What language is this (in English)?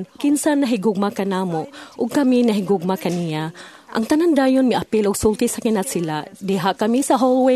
Cebuano